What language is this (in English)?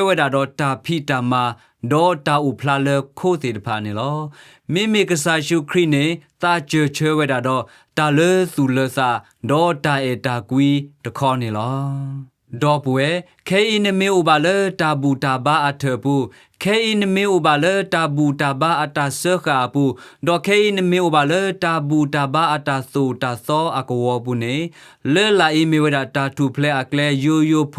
S'gaw Karen